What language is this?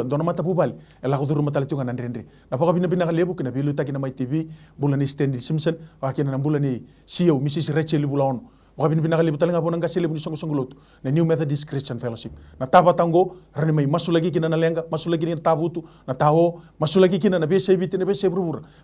Fijian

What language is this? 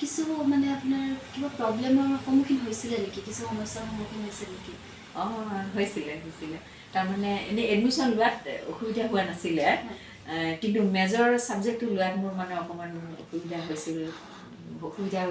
Assamese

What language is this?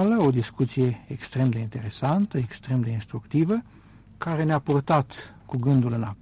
Romanian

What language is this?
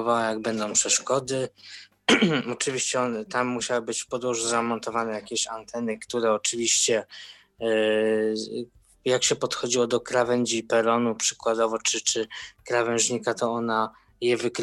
Polish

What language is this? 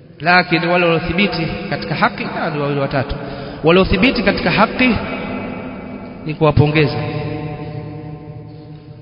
Swahili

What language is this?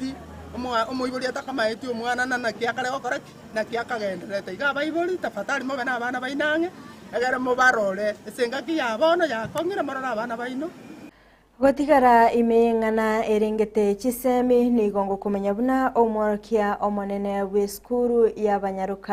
Gusii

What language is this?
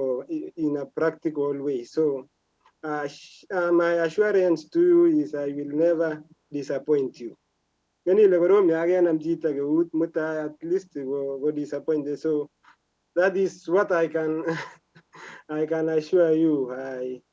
Kalenjin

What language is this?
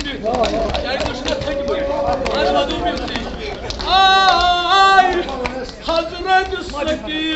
Kashmiri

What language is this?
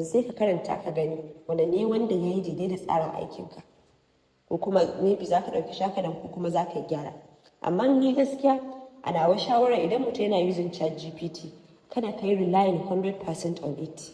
Hausa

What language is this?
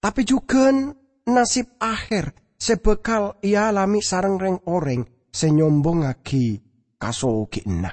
Madurese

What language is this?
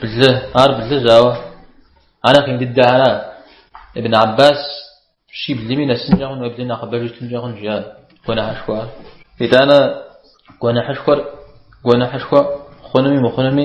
Kabardian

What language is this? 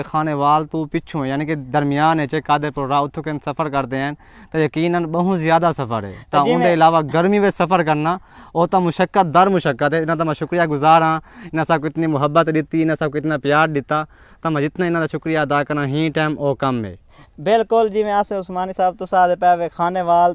Saraiki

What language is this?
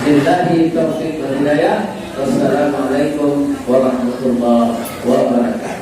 Minangkabau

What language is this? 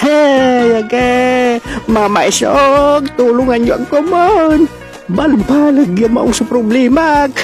Pangasinan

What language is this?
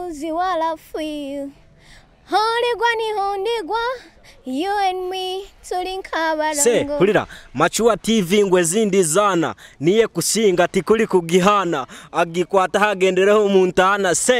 Nyoro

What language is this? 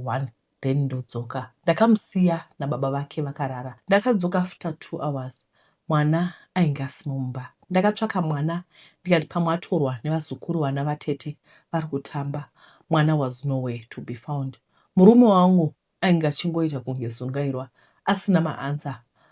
Shona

